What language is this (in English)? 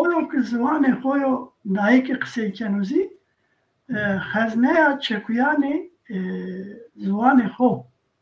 Zaza